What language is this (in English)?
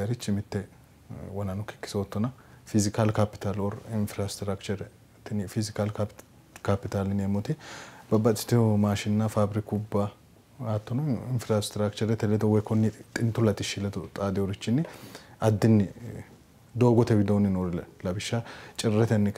Sidamo